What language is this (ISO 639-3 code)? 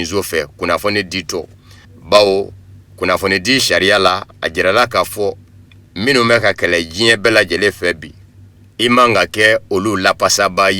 bam